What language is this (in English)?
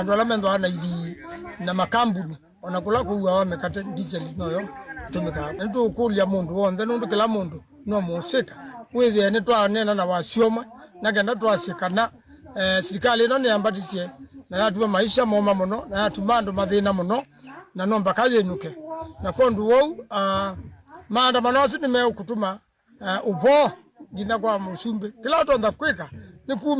Kamba